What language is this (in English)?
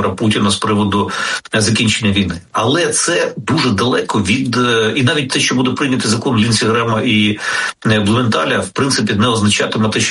Ukrainian